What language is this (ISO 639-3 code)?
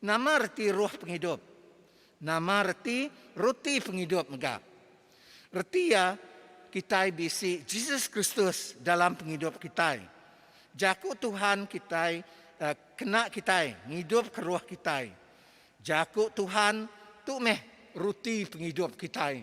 iba